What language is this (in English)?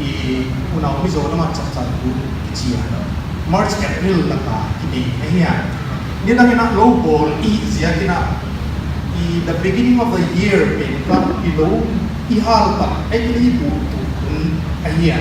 Paite Chin